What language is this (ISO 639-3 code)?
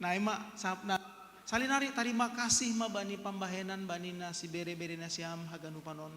bts